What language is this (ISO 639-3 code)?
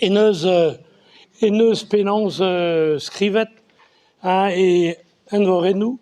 bre